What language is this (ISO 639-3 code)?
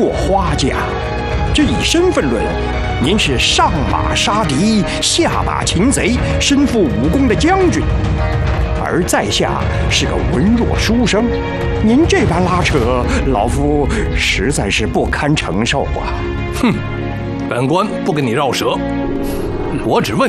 zho